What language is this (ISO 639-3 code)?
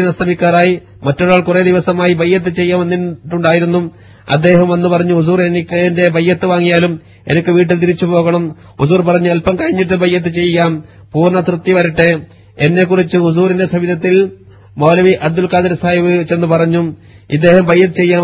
mal